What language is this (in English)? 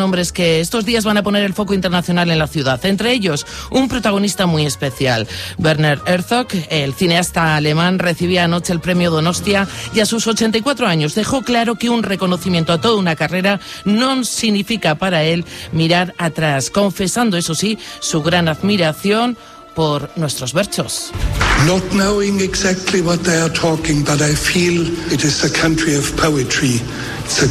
Spanish